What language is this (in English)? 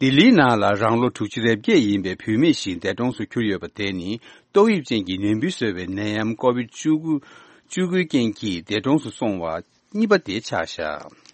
Tibetan